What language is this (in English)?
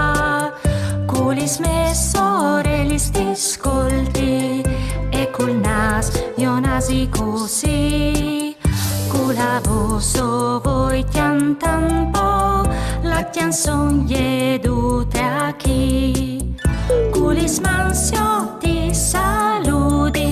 Friulian